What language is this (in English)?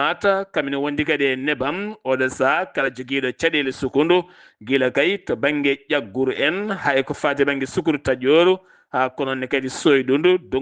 Fula